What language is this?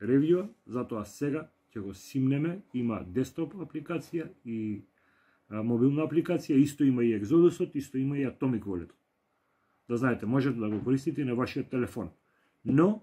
Macedonian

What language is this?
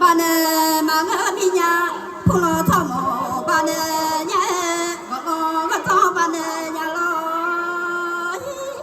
Akha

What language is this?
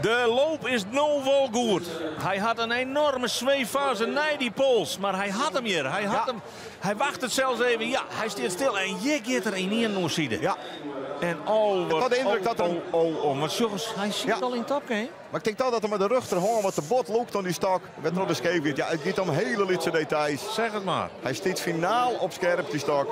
Western Frisian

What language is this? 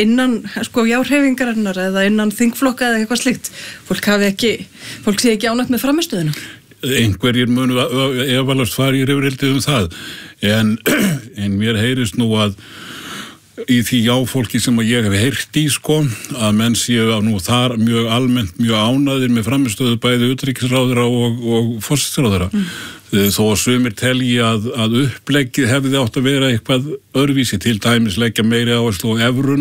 Icelandic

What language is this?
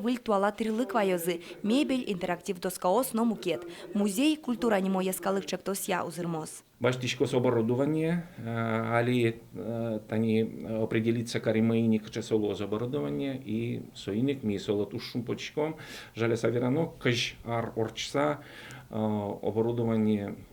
Udmurt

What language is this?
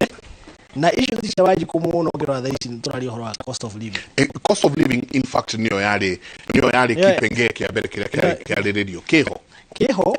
Kikuyu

